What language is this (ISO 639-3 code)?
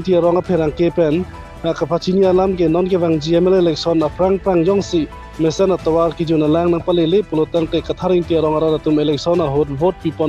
mjw